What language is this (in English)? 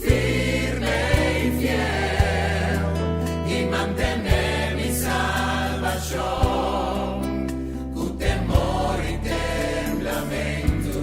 Papiamento